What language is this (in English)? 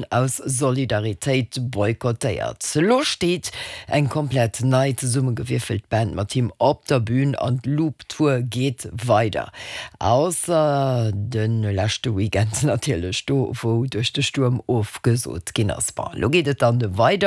Luxembourgish